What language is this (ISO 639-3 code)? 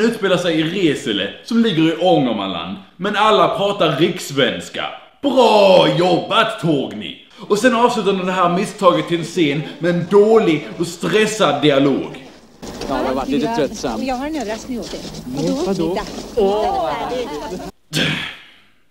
swe